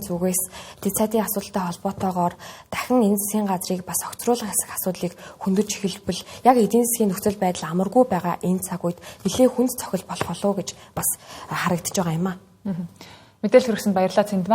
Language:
Mongolian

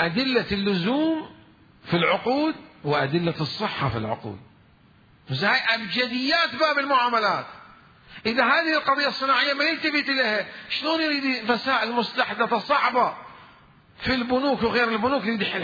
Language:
Mesopotamian Arabic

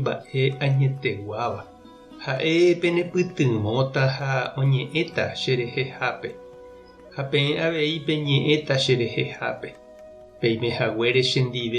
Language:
Guarani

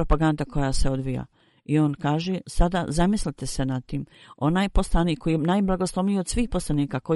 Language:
Bosnian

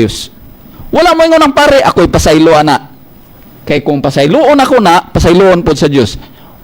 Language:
Cebuano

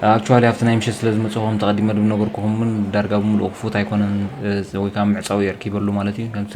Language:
Tigrinya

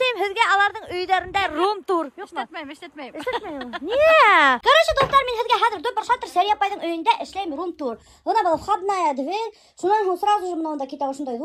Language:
Bashkir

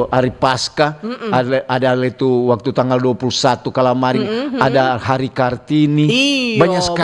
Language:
Manado Malay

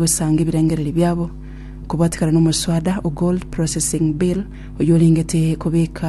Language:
Gusii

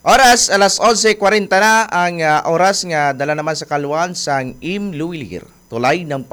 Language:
Hiligaynon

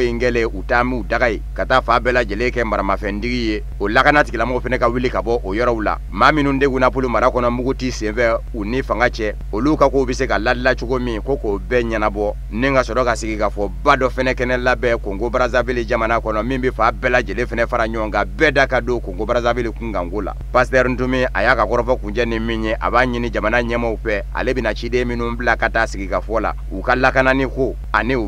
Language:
Bambara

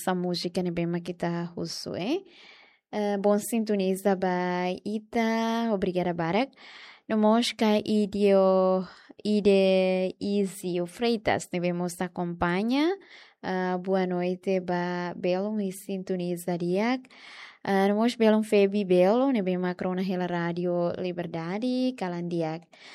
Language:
Tetum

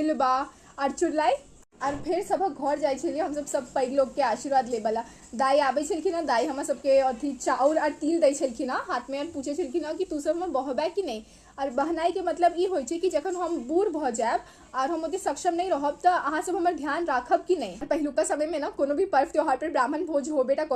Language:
Maithili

